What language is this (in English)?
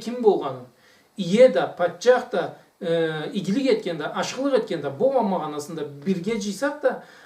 Karachay-Balkar